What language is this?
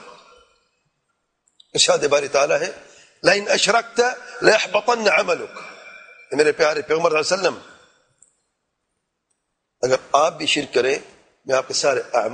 Urdu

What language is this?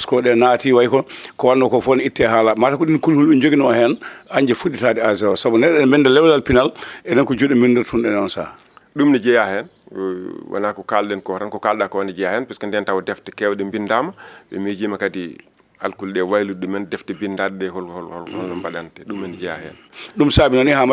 Fula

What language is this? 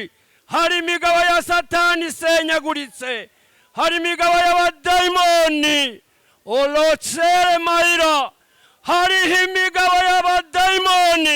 Rundi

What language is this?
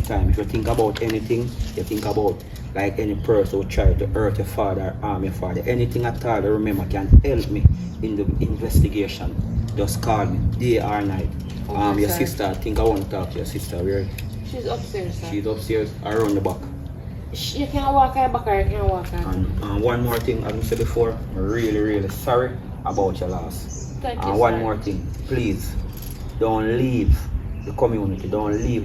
Jamaican Creole English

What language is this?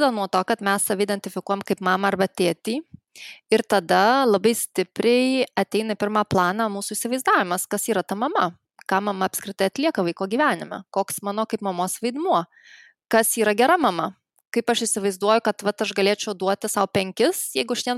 Lithuanian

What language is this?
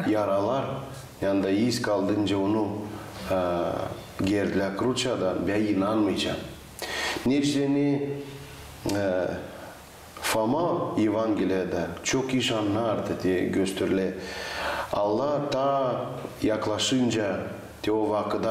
Gagauz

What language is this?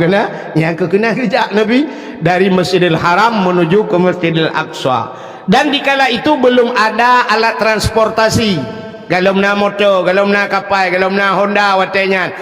Achinese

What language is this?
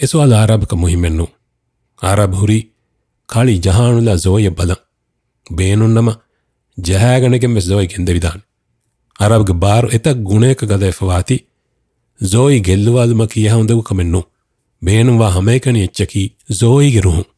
Divehi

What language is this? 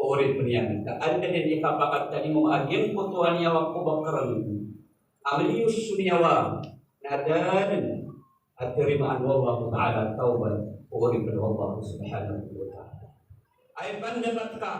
Maranao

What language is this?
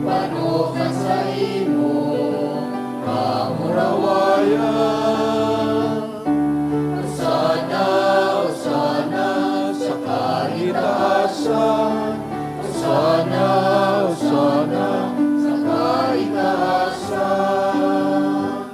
Bikol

